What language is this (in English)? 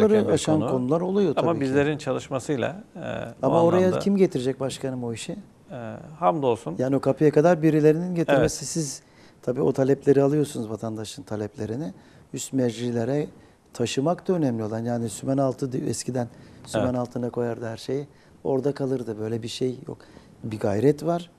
Turkish